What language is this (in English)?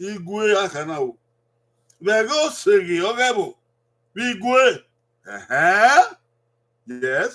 Bini